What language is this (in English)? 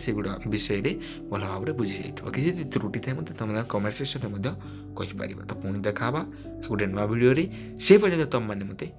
Odia